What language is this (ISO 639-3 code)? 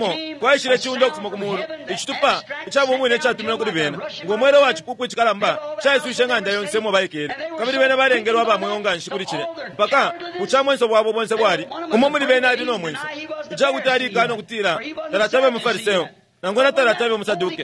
bem